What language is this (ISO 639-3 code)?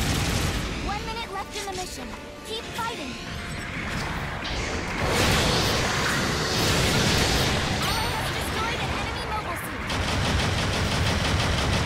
eng